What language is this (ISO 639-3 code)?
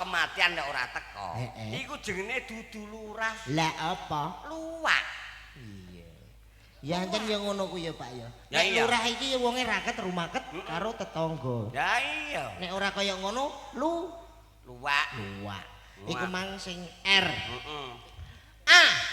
jav